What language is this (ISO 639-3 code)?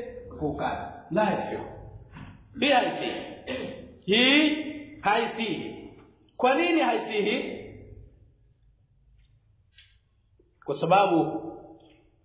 swa